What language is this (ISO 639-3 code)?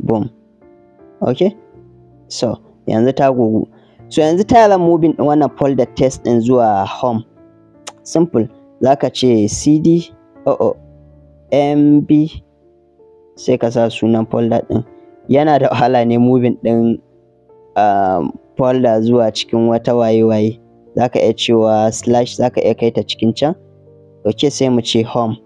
hau